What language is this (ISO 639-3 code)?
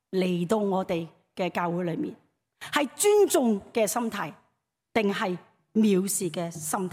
yue